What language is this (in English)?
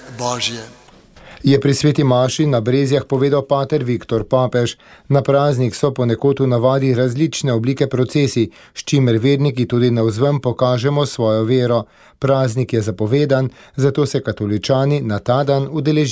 Slovenian